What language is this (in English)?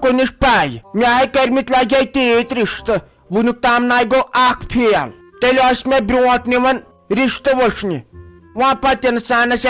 Kashmiri